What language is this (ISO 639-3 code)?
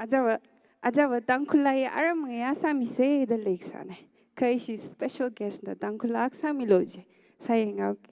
nmf